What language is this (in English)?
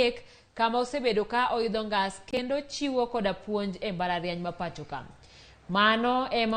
Luo (Kenya and Tanzania)